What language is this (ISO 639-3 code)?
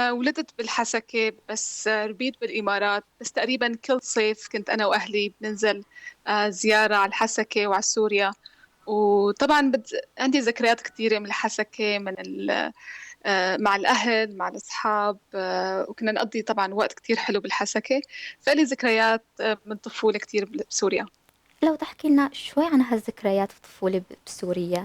apc